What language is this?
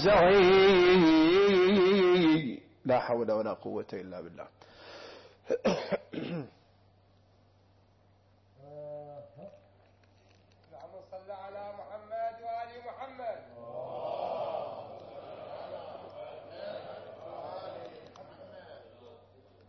Arabic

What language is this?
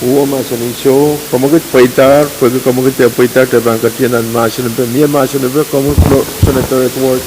Pohnpeian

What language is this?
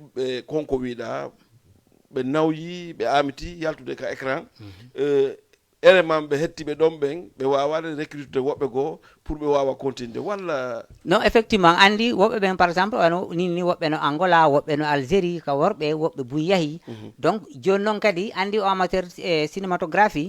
Fula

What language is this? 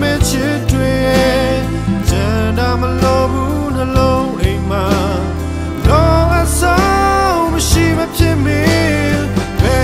Burmese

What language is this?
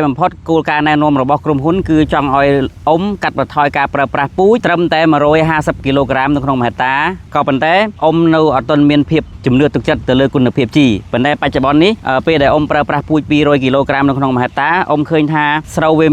Khmer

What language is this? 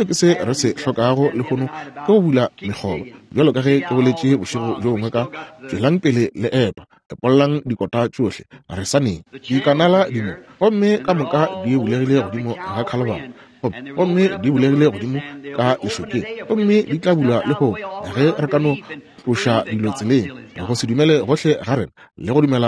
Northern Sotho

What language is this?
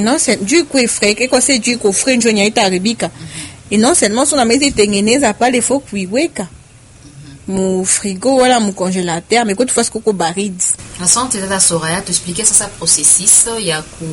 Swahili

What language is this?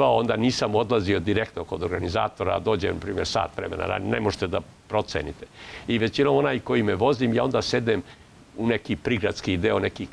Serbian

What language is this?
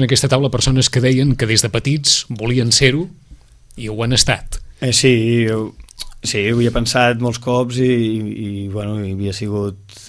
Catalan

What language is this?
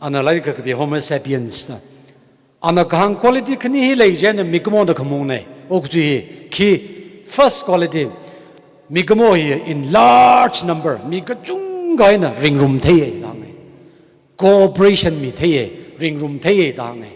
Tangkhul Naga (India)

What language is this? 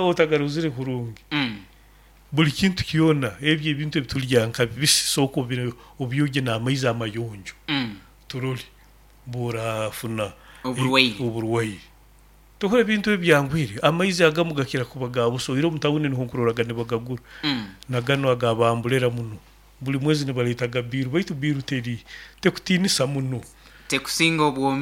Nyoro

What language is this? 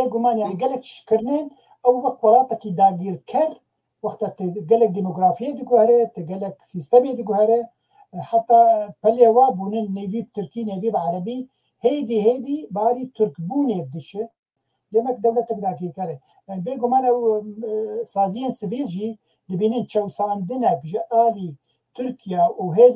Kurdish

